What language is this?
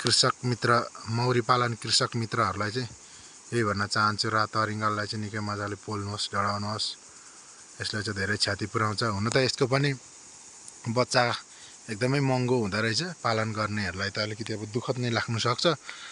Nepali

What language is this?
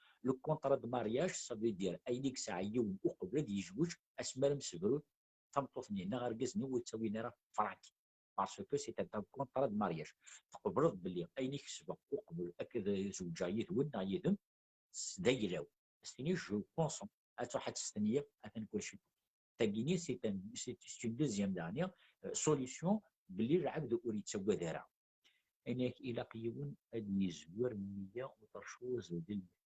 Kabyle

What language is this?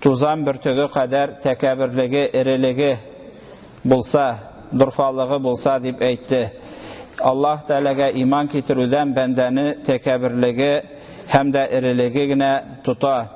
Tatar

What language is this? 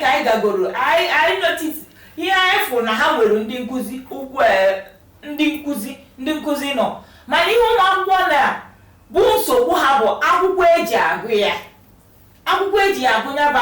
Igbo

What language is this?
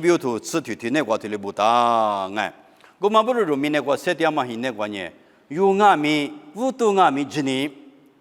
Lisu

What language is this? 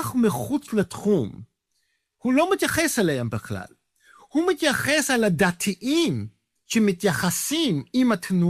Hebrew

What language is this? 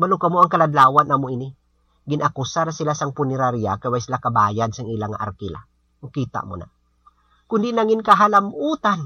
Hiligaynon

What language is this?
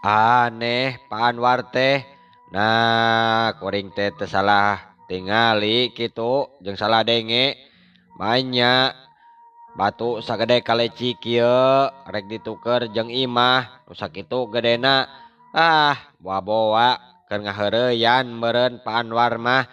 Sundanese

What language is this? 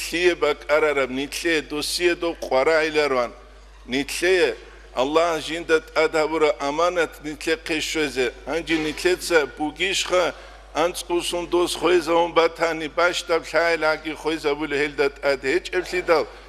Avaric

